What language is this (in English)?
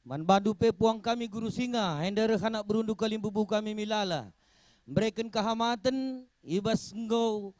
Batak Karo